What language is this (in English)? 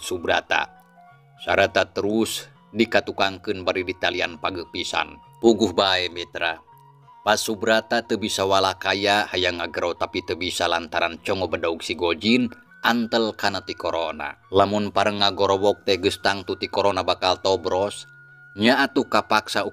Sundanese